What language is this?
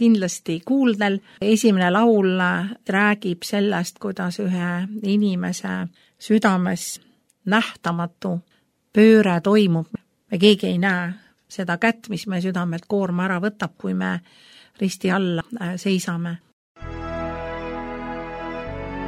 Estonian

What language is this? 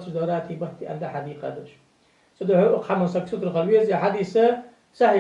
Ingush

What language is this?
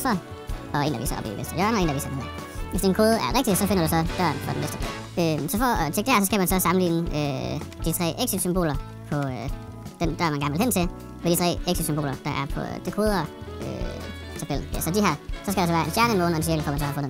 Danish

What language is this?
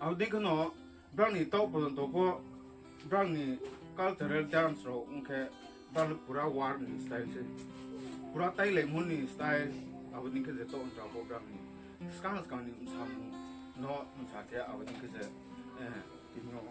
Riang (India)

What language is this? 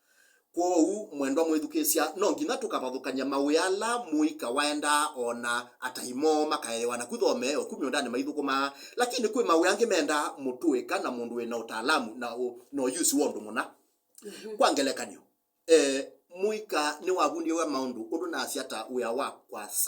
Kamba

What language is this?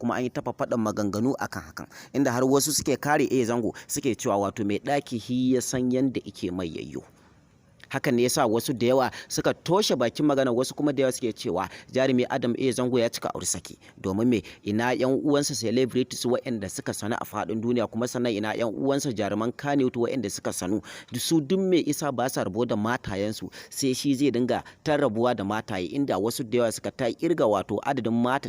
Hausa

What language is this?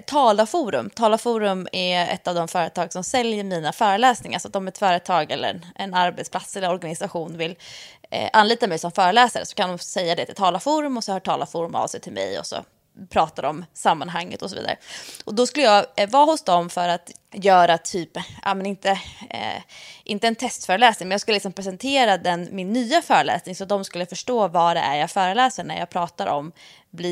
Swedish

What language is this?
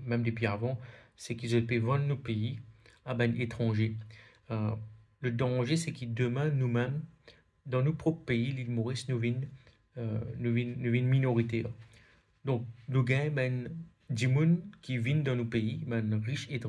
Morisyen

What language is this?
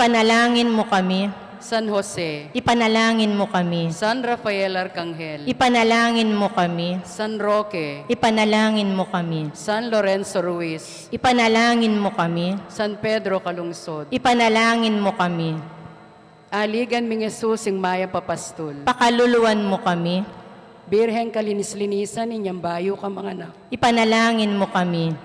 Pampanga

